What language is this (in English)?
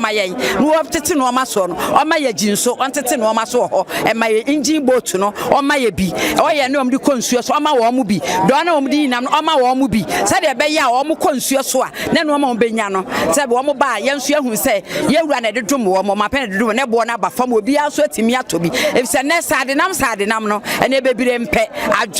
Akan